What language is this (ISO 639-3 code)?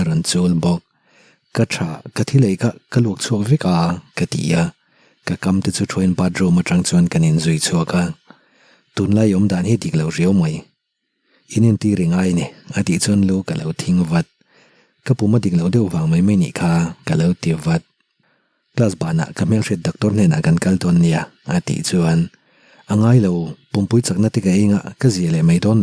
lus